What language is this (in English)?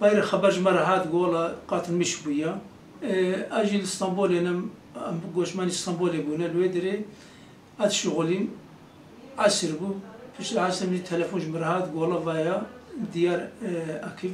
Kurdish